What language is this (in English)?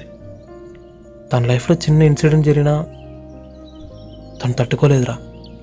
Telugu